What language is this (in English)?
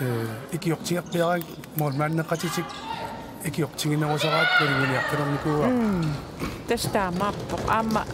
Kalaallisut